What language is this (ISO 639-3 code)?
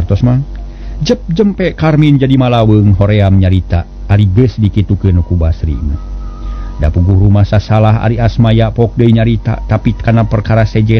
sun